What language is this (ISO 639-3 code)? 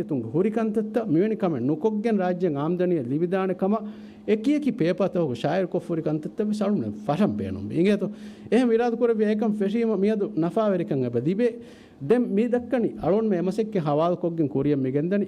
div